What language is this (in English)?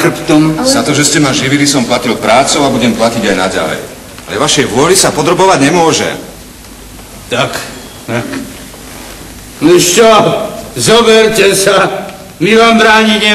Slovak